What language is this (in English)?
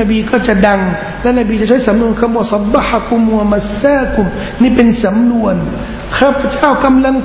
Thai